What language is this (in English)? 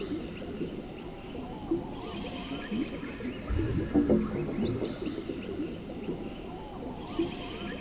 Finnish